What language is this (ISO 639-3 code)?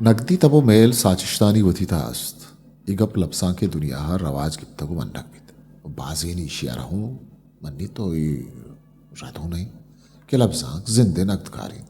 bgp